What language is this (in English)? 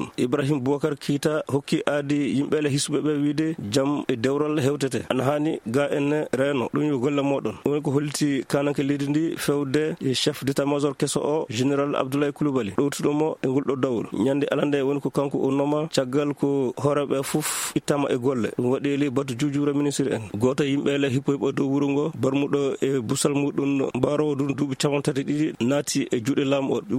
Fula